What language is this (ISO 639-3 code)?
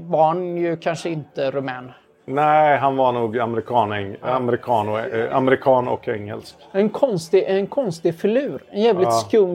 swe